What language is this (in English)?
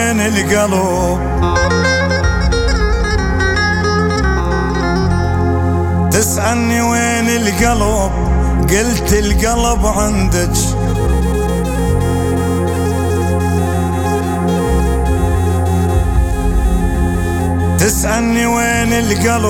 Hebrew